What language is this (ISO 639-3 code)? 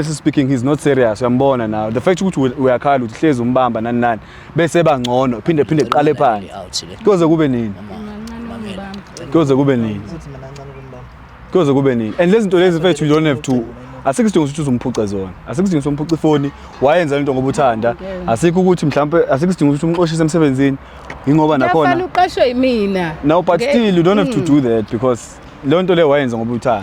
zul